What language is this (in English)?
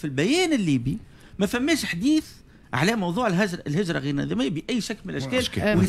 Tunisian Arabic